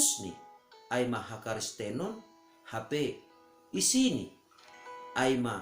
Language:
Batak Simalungun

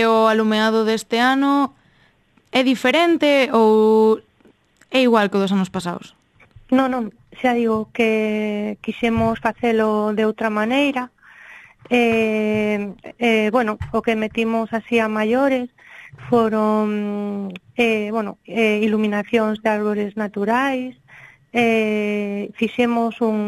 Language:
Galician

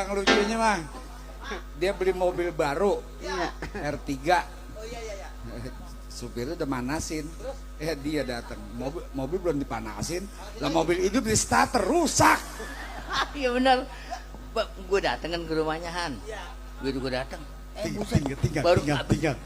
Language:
Betawi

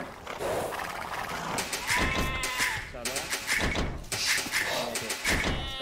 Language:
Persian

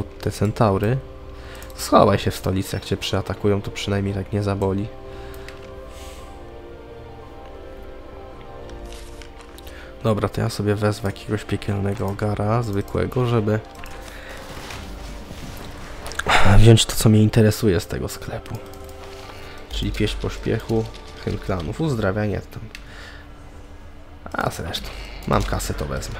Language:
Polish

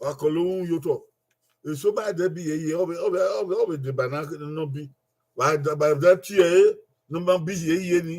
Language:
Bini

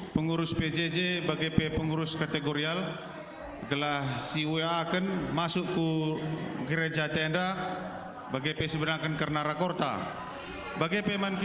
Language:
Batak Karo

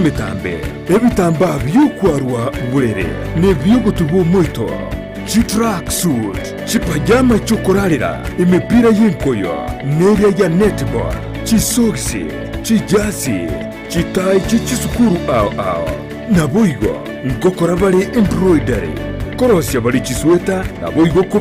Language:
Gusii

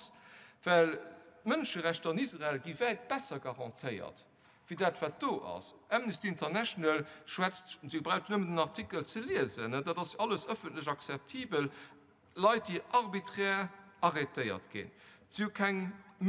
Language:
Luxembourgish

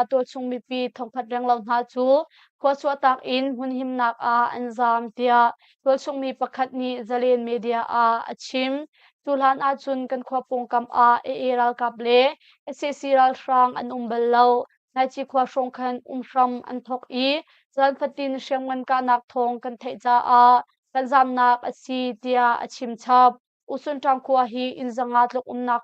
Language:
Hakha Chin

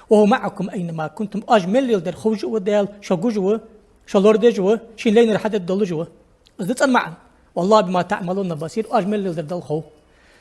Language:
Ingush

